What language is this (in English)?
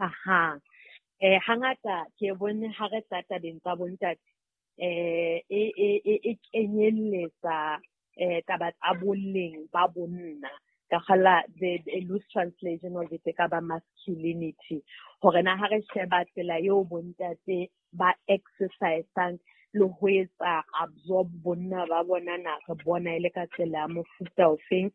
Southern Sotho